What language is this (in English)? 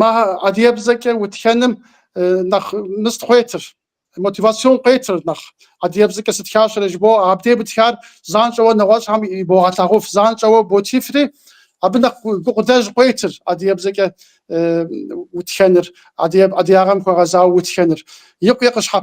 Kabardian